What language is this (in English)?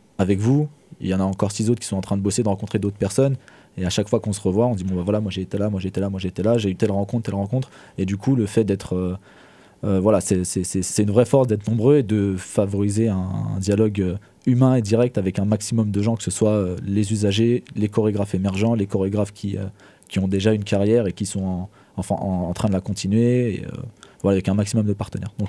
French